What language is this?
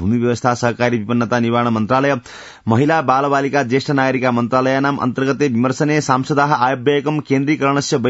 Sanskrit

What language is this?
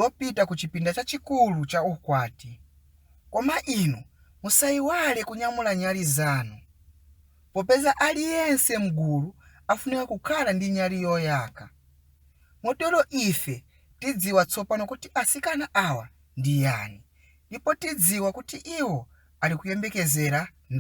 Nyanja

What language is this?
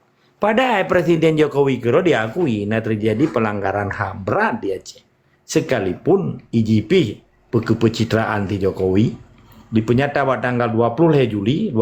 Achinese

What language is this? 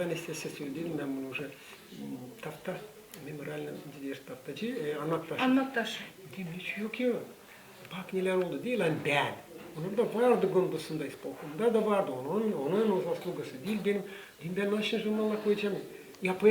Gagauz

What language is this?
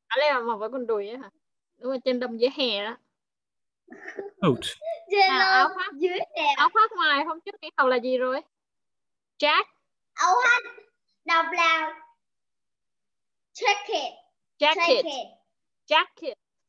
Vietnamese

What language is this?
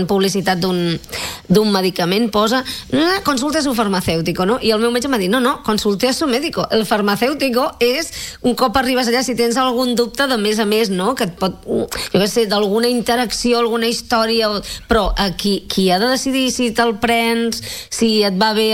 Catalan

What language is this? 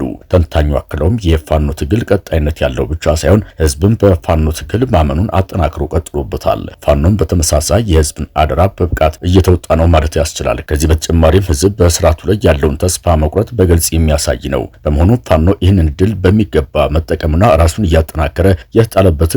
Amharic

